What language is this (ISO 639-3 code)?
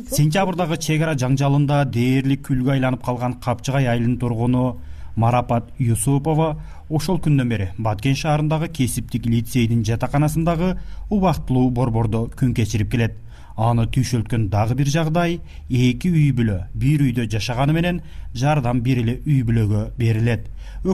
kir